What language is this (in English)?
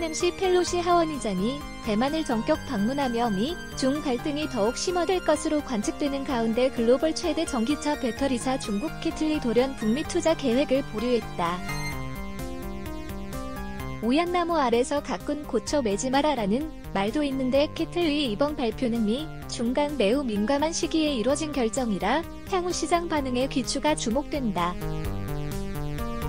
Korean